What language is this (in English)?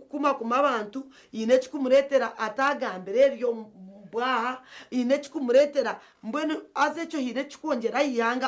Nyankole